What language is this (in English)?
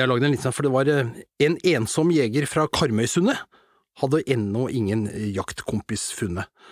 Norwegian